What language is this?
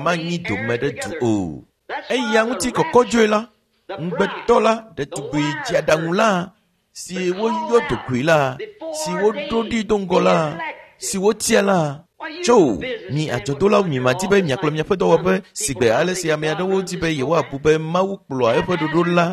Ewe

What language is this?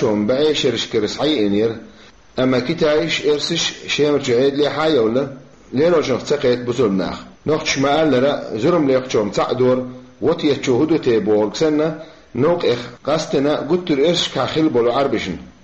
Chechen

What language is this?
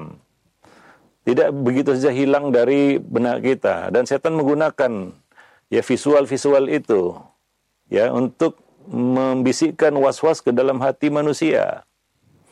Indonesian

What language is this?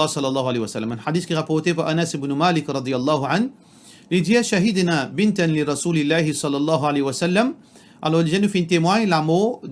Morisyen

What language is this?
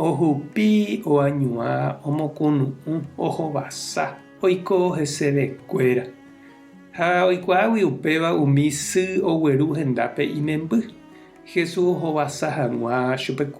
Guarani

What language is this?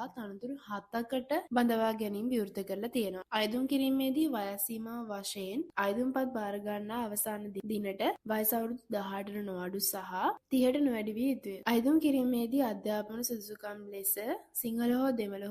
Sinhala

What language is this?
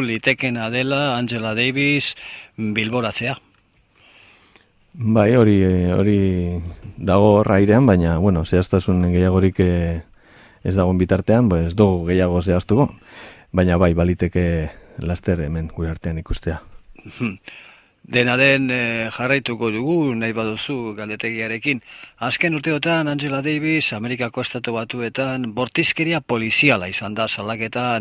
Basque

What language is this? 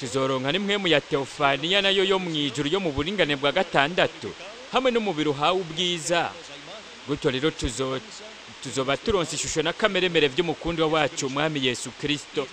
Rundi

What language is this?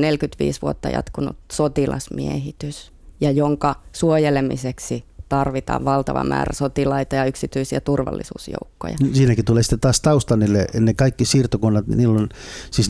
Finnish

